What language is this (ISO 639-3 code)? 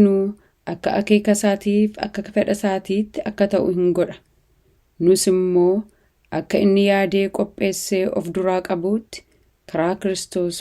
orm